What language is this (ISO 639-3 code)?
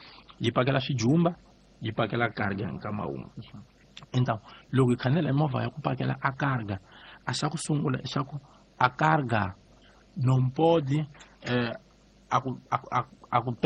tso